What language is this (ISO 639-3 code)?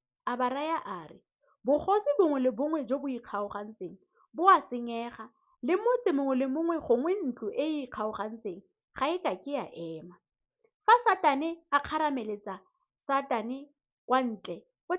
tsn